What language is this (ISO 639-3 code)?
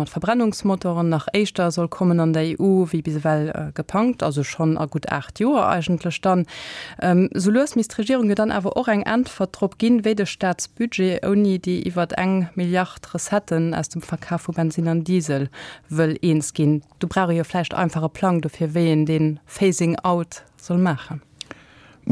ltz